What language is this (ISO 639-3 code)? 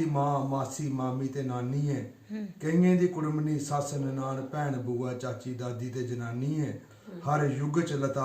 doi